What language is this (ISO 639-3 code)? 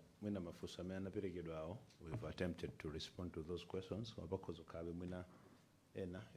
nya